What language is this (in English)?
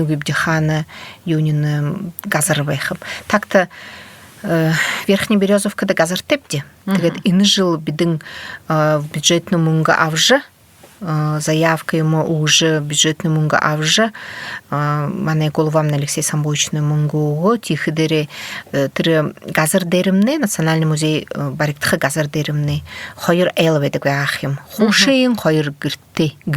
Buriat